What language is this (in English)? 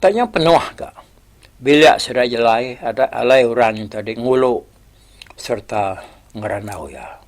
Iban